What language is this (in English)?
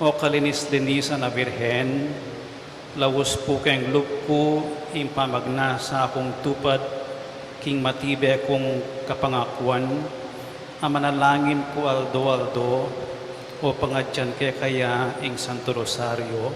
Pampanga